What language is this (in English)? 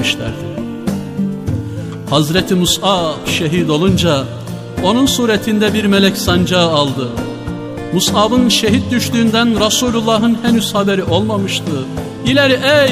Turkish